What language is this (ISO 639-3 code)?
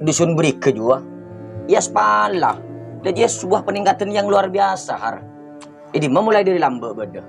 mad